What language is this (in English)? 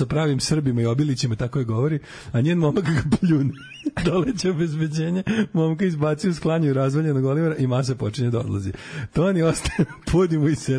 Serbian